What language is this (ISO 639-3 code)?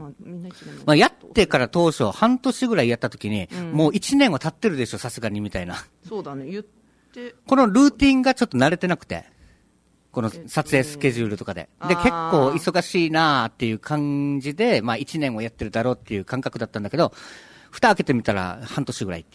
jpn